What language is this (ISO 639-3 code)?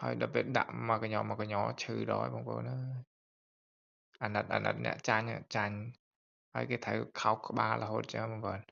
khm